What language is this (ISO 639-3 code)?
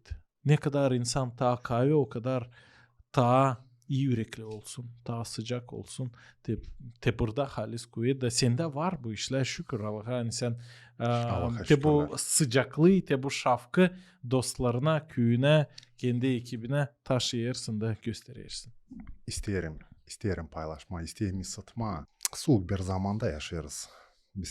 gag